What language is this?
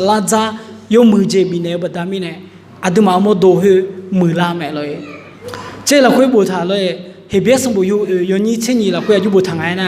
Akha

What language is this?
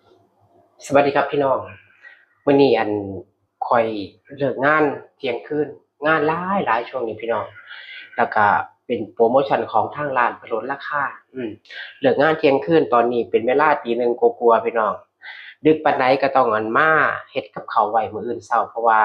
Northeastern Thai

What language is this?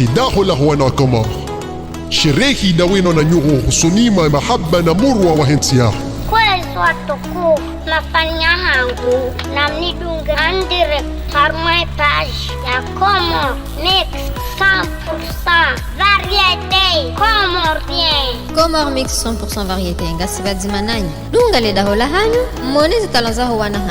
Ngazidja Comorian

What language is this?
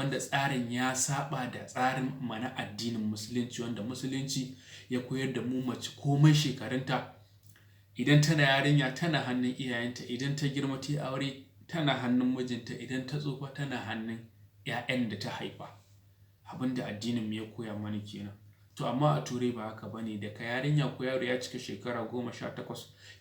Hausa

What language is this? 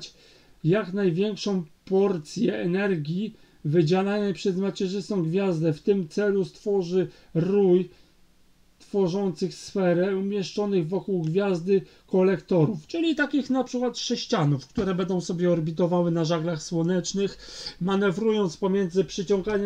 Polish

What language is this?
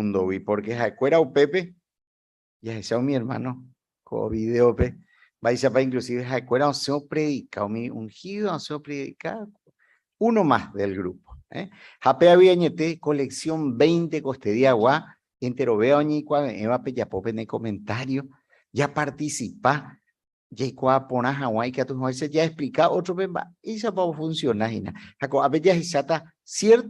Guarani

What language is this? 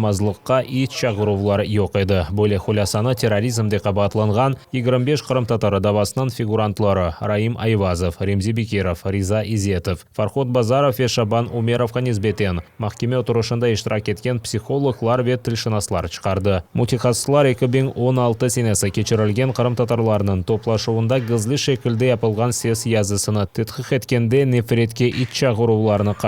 Crimean Tatar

